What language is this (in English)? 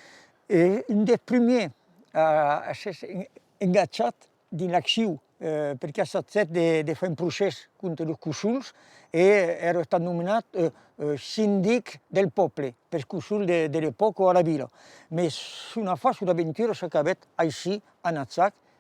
Occitan